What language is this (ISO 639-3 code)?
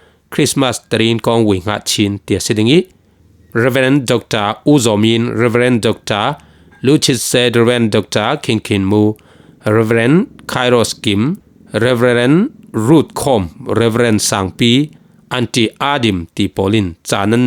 cfm